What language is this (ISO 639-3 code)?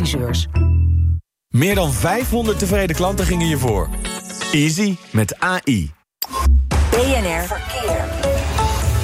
nld